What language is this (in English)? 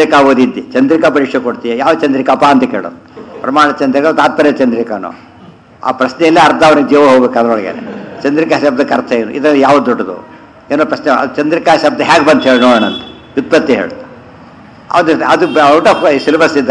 Kannada